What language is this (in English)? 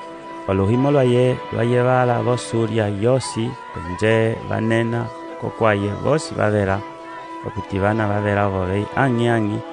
Umbundu